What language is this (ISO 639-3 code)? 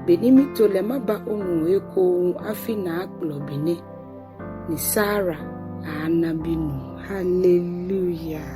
gaa